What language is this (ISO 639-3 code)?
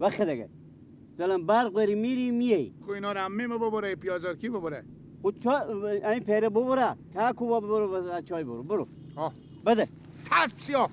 fas